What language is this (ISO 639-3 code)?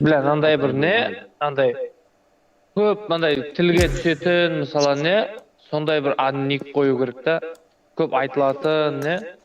kaa